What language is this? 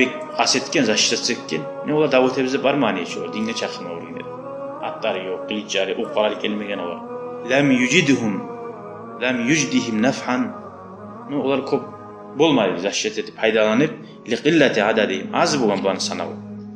Kumyk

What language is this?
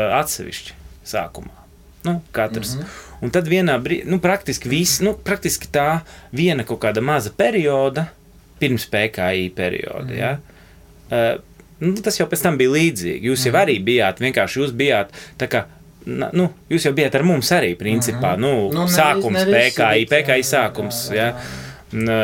Latvian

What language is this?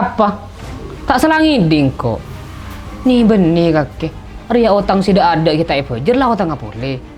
Madurese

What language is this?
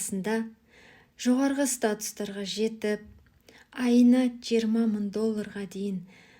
Kazakh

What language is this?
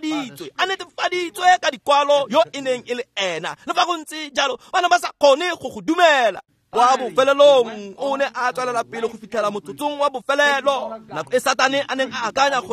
Tswana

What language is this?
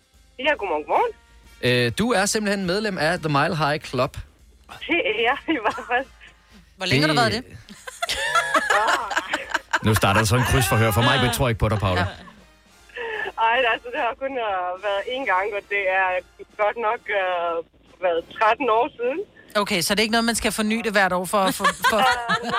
Danish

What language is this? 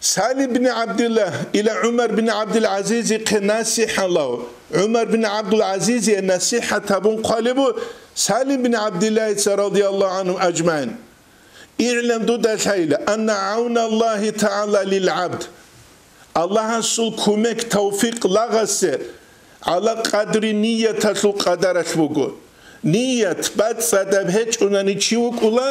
Avaric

